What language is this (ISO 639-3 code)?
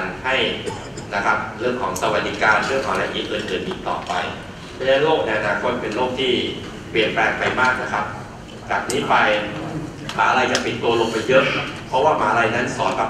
tha